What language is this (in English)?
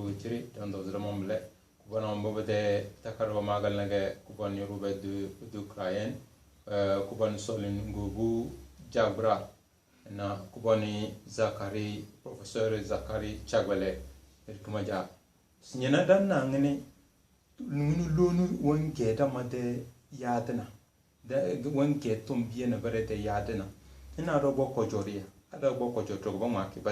Tem